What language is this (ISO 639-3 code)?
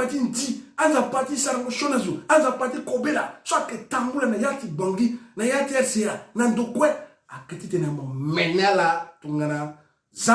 sag